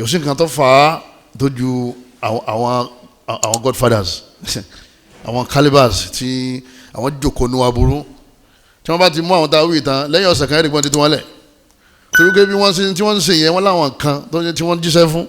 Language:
Yoruba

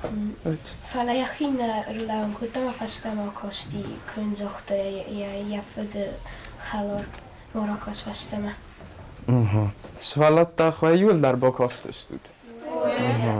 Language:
Ossetic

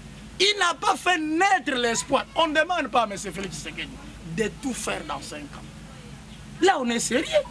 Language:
French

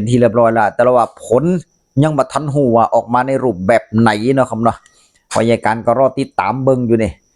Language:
Northeastern Thai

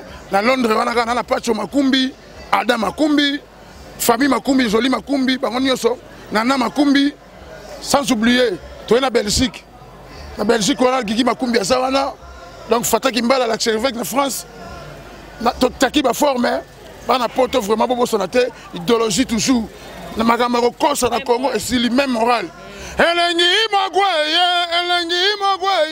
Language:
Lingala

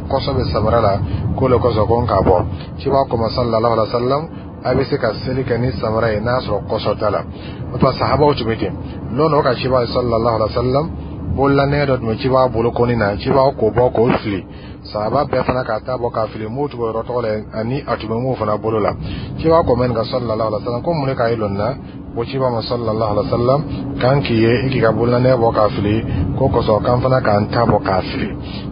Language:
Dyula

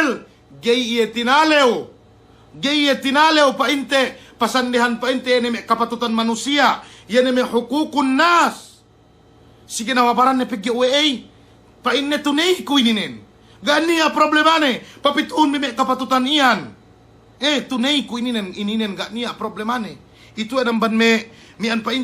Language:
Yakan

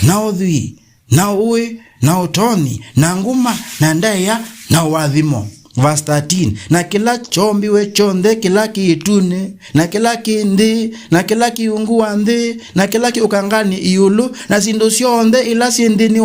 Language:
Kamba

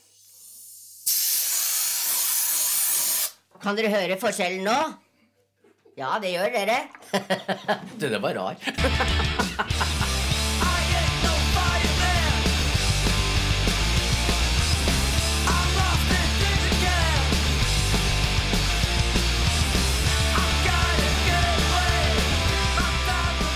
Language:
Norwegian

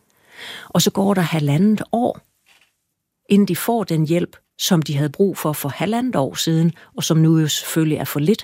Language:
Danish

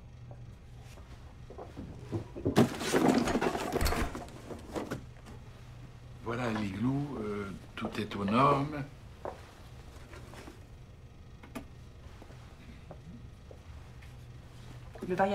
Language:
French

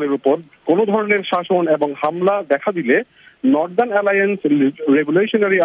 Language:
Bangla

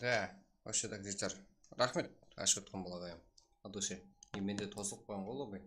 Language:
Kara-Kalpak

